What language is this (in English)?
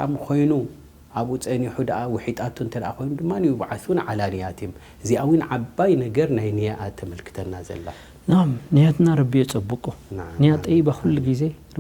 Tigrinya